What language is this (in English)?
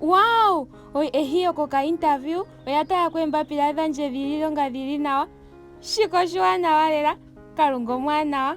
Ndonga